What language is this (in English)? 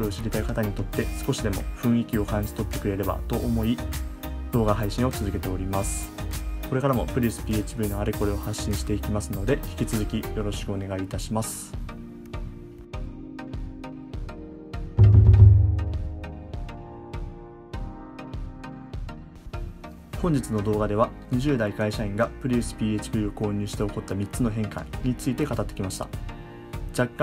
Japanese